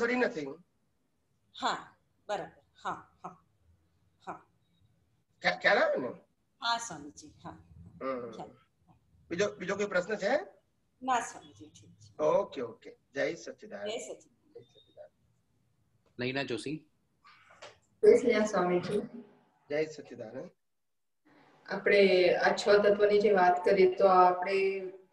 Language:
Gujarati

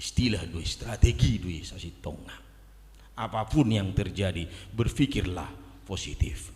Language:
Batak Toba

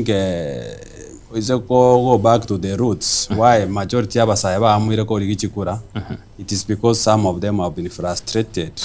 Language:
Gusii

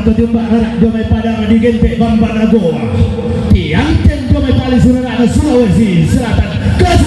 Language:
Toraja-Sa'dan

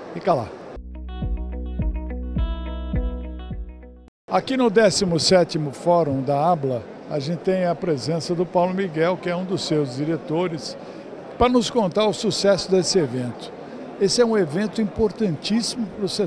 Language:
Portuguese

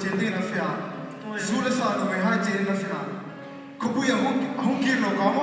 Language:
Hmar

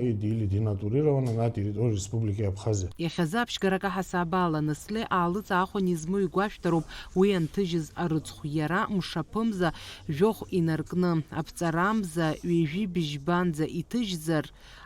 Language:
Abkhazian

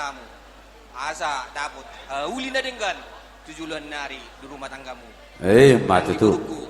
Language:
Batak Toba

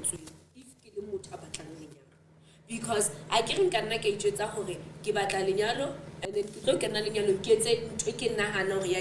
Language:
Southern Sotho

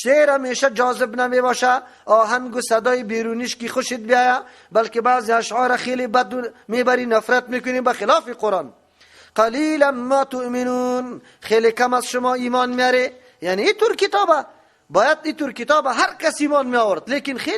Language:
Persian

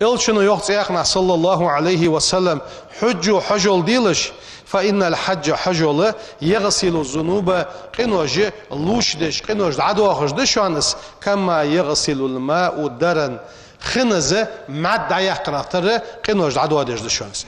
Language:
Ingush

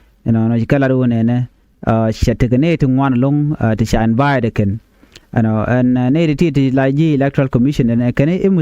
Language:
Nuer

